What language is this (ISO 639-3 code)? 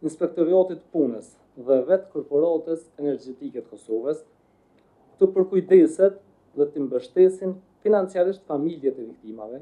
sqi